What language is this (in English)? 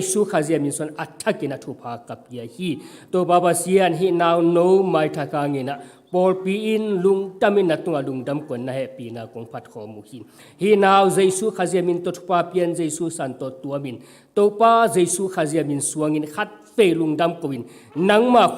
Tedim Chin